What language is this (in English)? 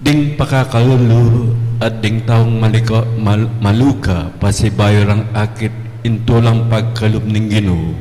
Pampanga